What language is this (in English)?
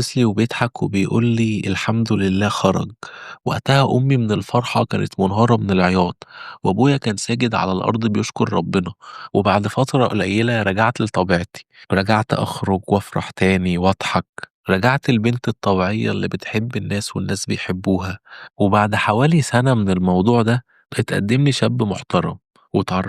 Egyptian Arabic